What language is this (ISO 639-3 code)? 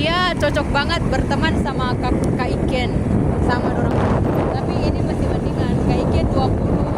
xmm